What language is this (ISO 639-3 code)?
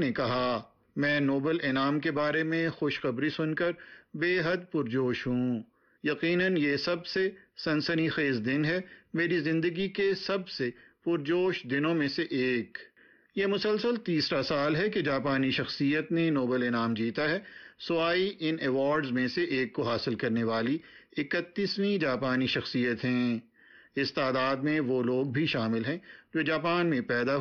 urd